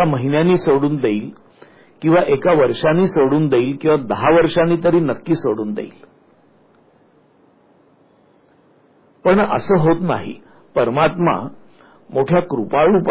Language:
Marathi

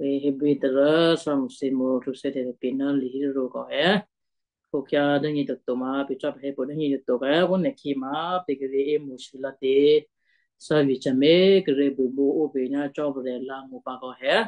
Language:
Western Kayah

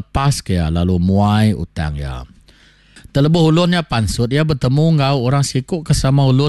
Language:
Iban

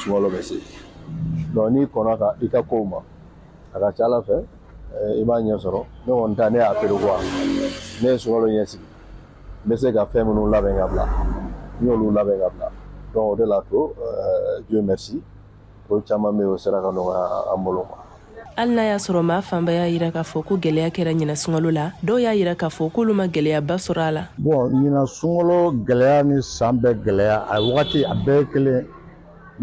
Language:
Bambara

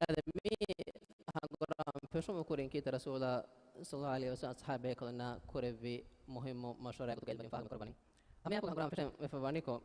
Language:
Divehi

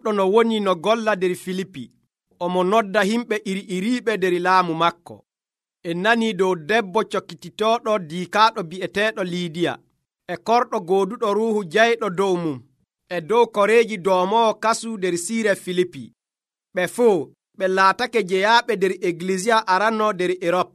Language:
Nigerian Fulfulde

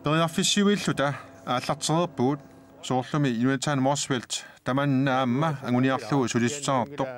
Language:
Kalaallisut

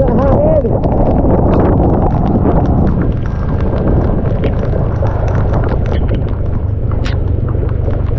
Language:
Filipino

